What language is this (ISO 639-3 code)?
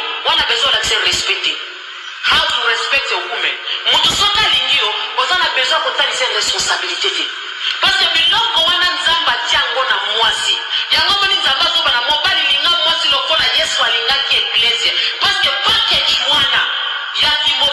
lin